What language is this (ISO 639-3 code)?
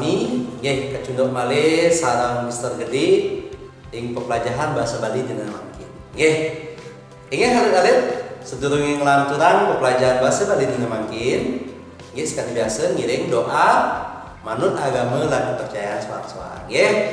ban